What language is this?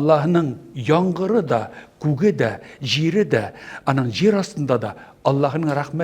Tatar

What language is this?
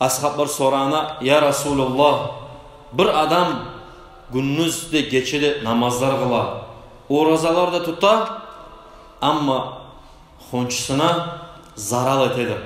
Kumyk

